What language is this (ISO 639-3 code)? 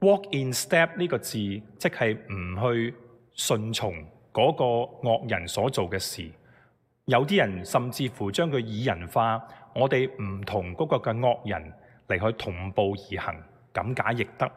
yue